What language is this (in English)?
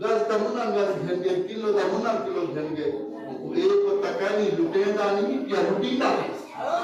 Saraiki